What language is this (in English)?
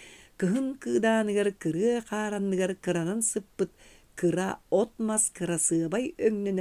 Yakut